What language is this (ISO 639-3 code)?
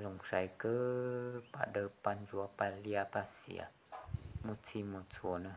hmn